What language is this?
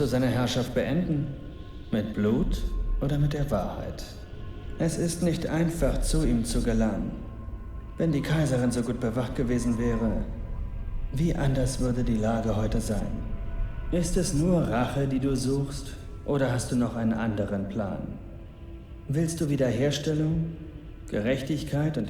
Bavarian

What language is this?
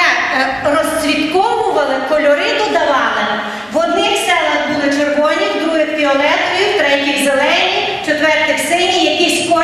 Ukrainian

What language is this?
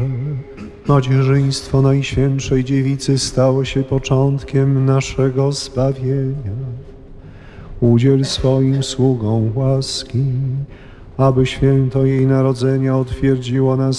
Polish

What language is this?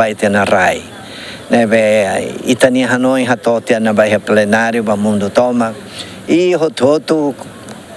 Tetum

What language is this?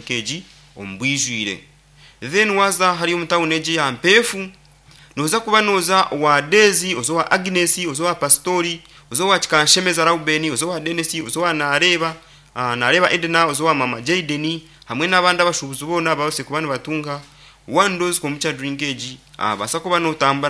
Nyankole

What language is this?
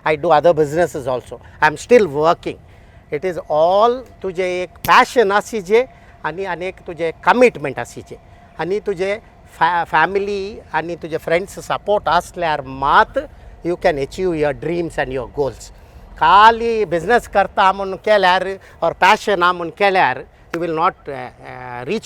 Konkani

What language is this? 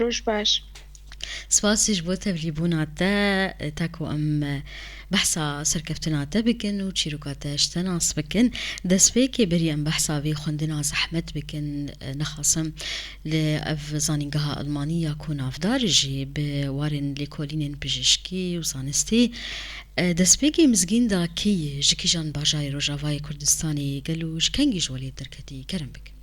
Kurdish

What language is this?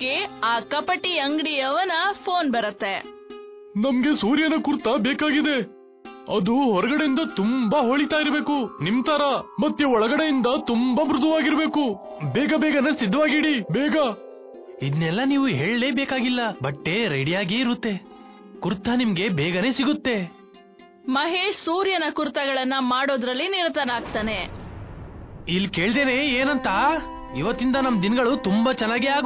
Kannada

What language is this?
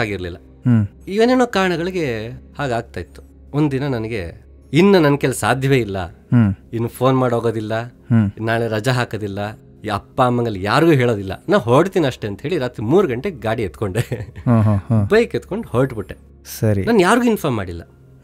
Kannada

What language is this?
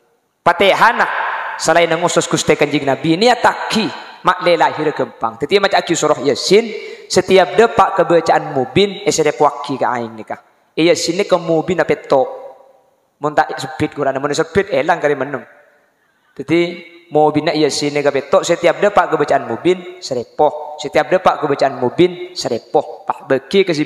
Madurese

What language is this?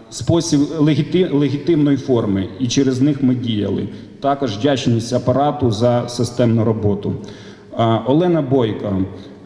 Ukrainian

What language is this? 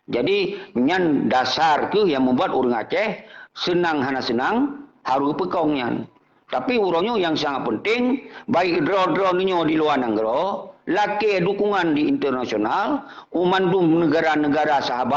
Achinese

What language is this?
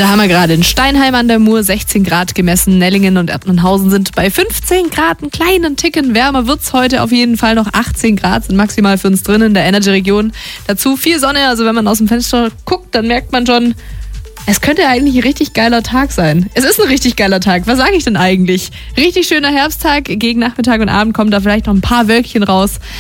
German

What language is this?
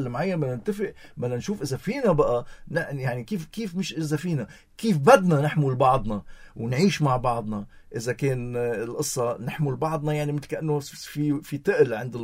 North Levantine Arabic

